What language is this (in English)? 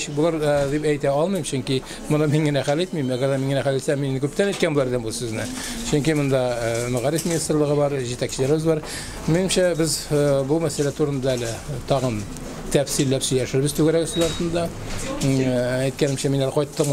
Tatar